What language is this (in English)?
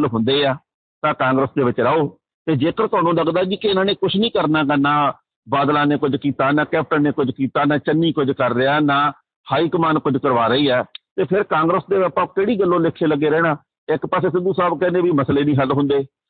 Punjabi